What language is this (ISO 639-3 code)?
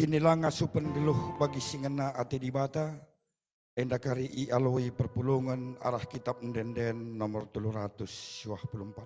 btx